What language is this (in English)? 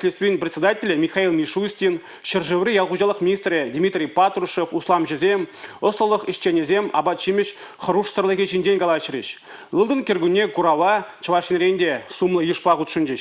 Chuvash